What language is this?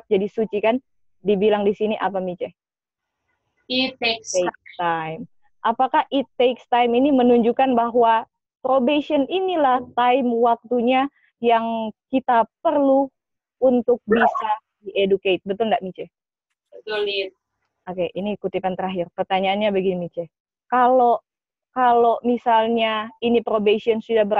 Indonesian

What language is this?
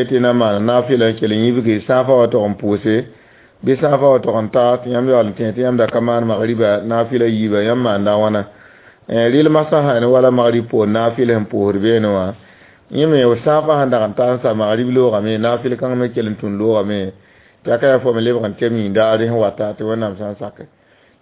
Mossi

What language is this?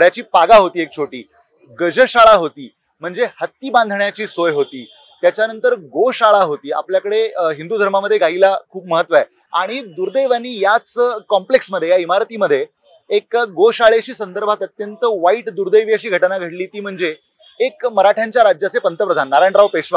Marathi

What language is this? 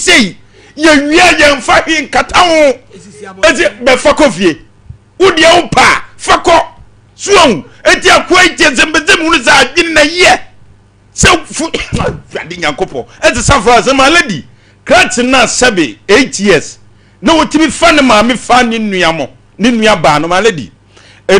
Akan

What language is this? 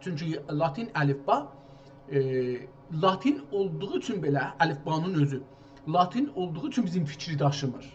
South Azerbaijani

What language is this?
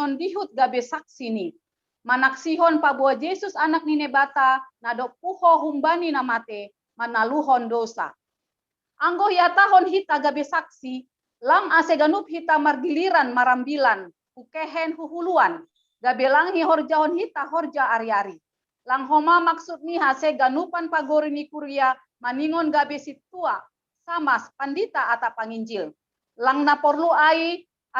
Batak Simalungun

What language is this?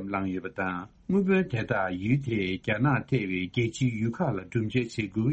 Tibetan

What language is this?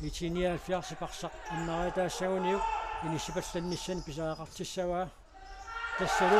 Kalaallisut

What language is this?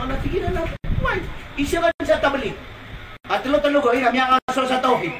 Maranao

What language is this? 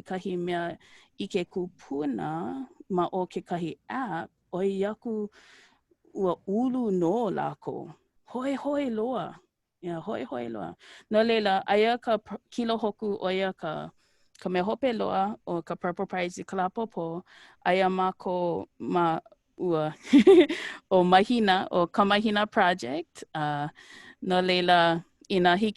Hawaiian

